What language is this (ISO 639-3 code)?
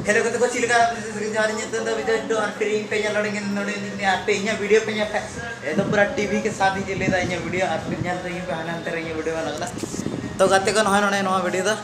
sat